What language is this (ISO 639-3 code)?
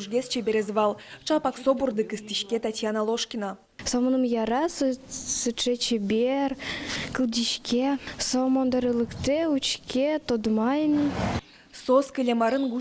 udm